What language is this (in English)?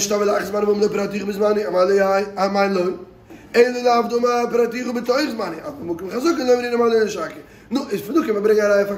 Yiddish